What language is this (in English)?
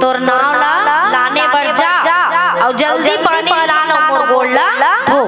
Chhattisgarhi